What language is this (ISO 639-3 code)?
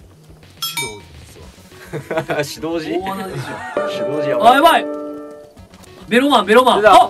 jpn